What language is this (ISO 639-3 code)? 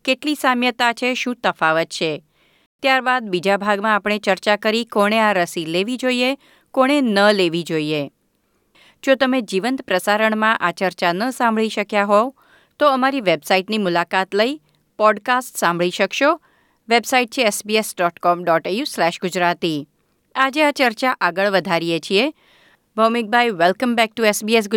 guj